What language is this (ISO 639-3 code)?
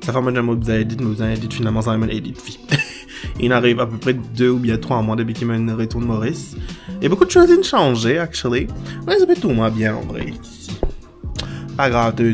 mfe